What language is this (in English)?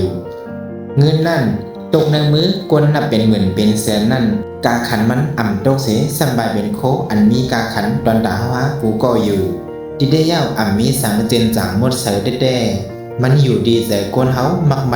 Shan